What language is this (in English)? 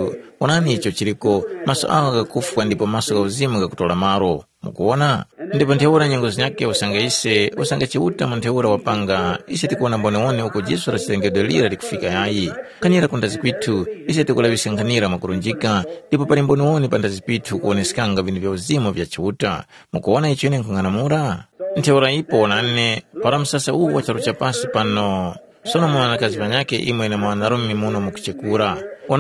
Tumbuka